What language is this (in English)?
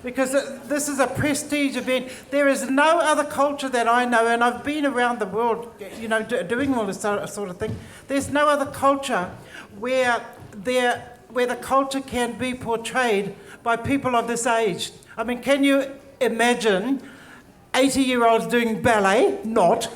Māori